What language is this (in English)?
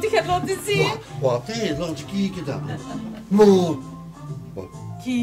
Limburgish